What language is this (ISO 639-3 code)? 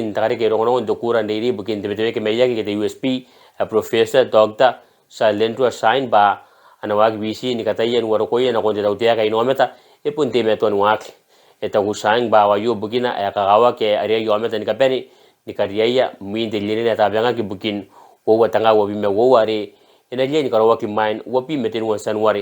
gil